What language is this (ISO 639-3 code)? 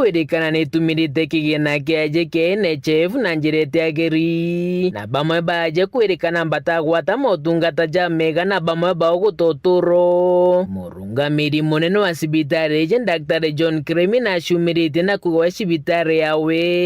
mer